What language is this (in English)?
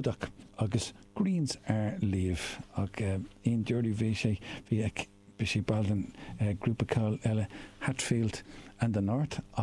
Irish